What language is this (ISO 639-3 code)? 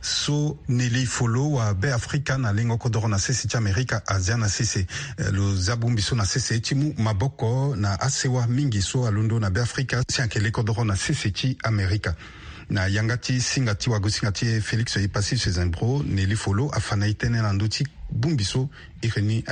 sag